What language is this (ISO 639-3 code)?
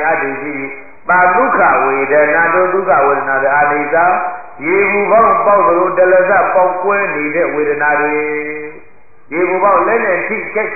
mya